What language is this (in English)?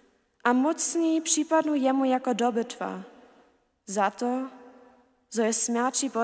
Upper Sorbian